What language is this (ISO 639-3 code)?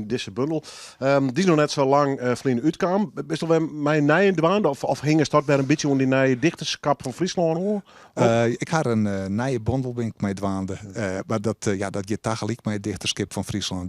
fry